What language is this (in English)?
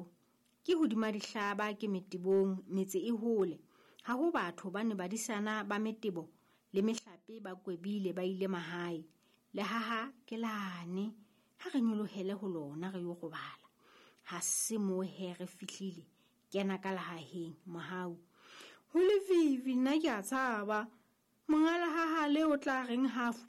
Southern Sotho